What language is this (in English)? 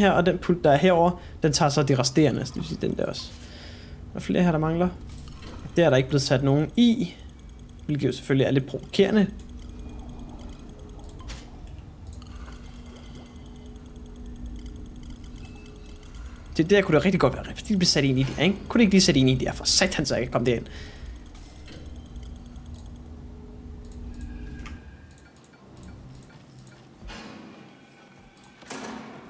Danish